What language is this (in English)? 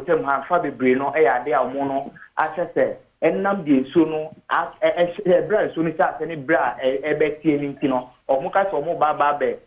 Akan